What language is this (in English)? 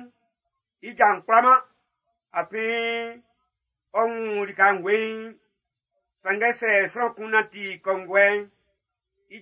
Baoulé